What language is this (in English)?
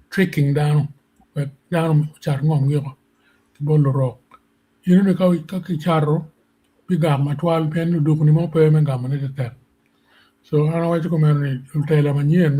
Acoli